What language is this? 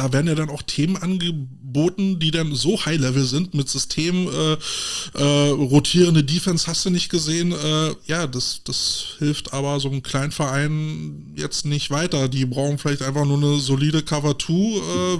German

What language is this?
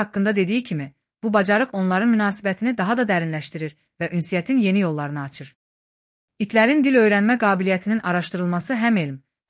Azerbaijani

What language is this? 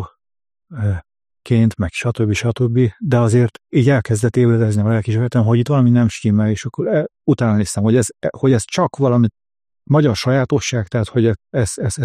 Hungarian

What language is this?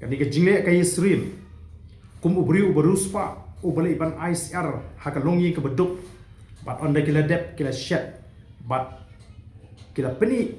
Khasi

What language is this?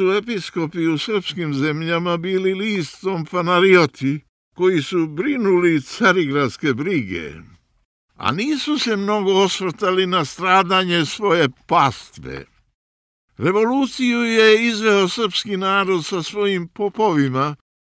Serbian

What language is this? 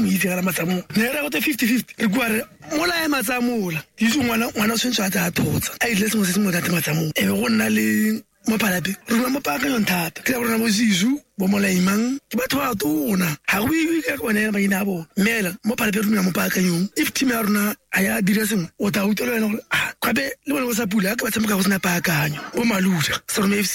Tswana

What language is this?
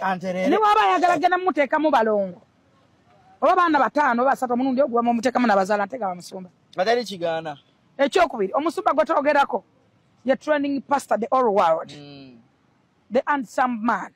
Ganda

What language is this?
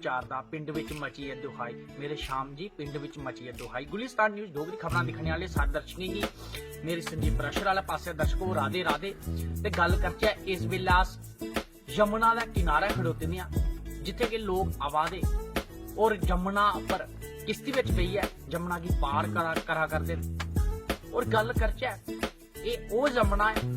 Dogri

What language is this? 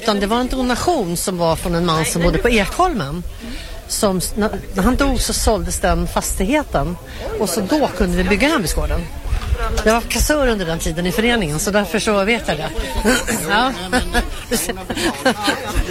Swedish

